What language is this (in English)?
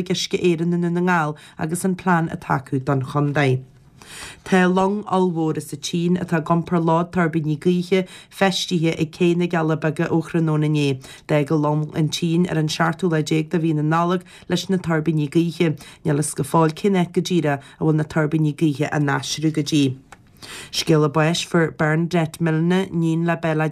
Irish